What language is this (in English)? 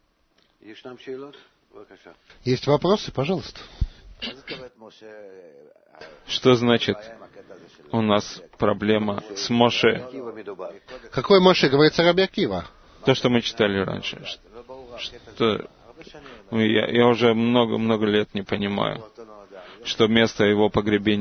Russian